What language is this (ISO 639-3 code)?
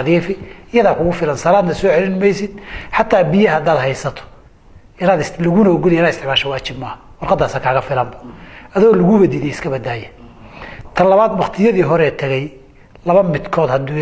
som